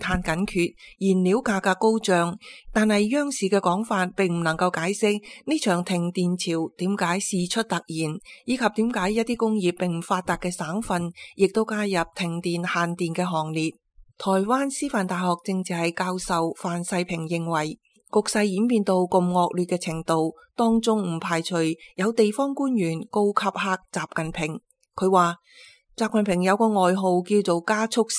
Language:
Cantonese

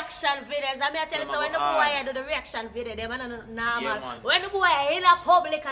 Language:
Jamaican Creole English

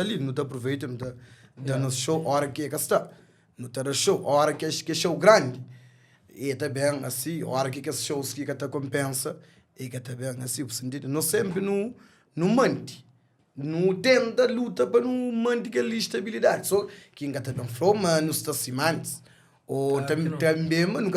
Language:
Kabuverdianu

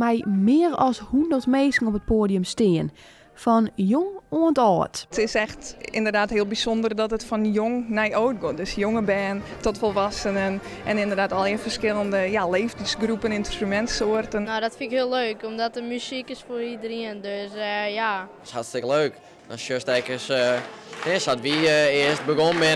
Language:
Western Frisian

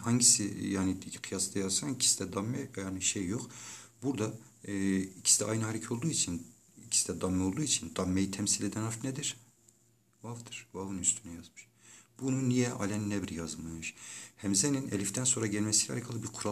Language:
Turkish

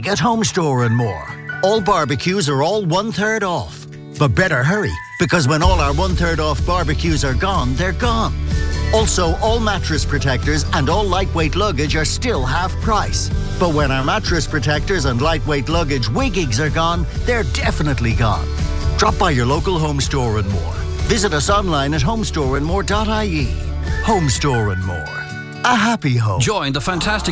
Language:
English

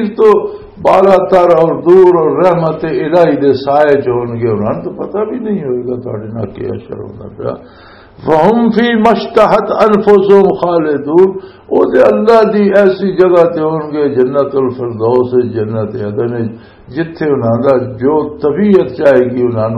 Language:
Western Panjabi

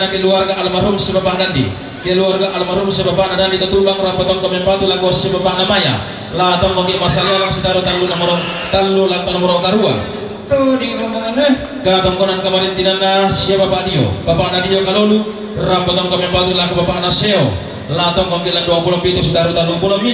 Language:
Toraja-Sa'dan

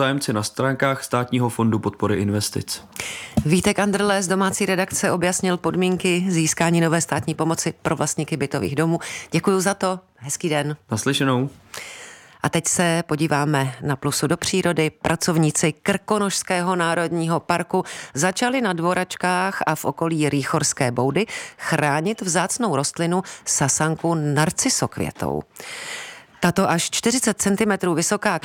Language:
Czech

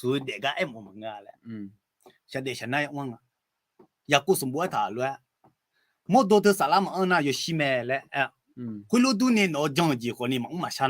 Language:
Akha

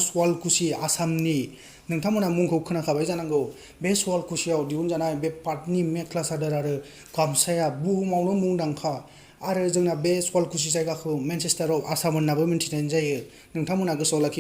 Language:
Bodo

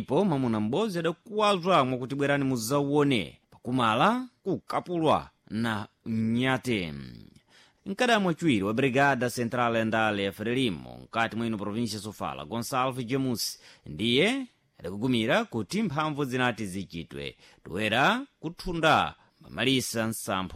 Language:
Sena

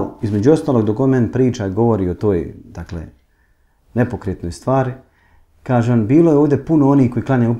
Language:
Bosnian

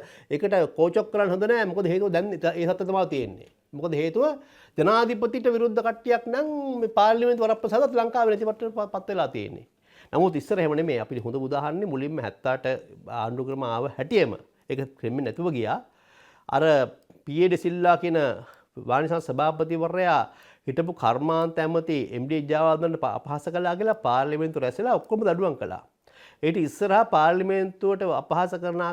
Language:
Sinhala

